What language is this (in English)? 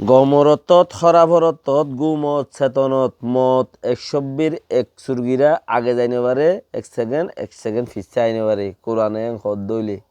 Rohingya